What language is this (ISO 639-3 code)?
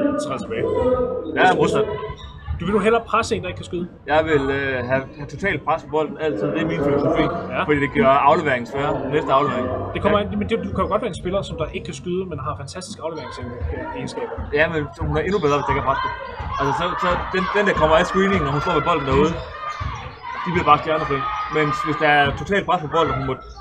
dan